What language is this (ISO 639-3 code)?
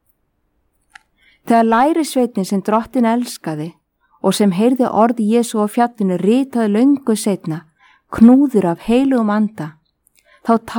isl